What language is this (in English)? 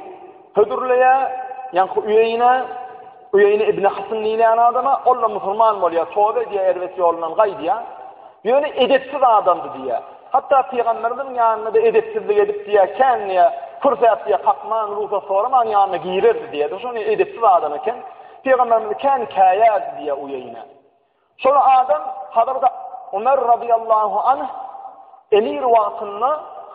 Turkmen